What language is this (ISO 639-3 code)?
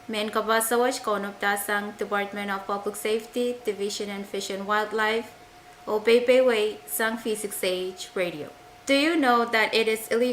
pon